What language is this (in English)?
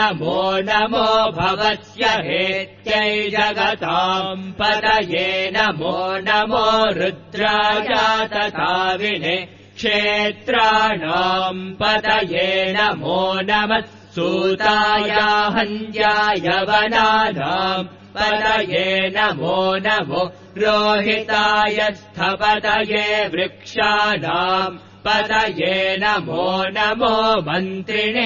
Sanskrit